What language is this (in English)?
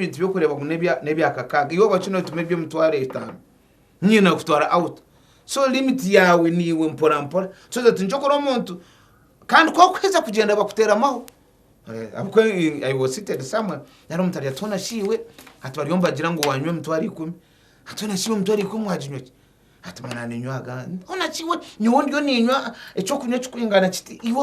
Nyankole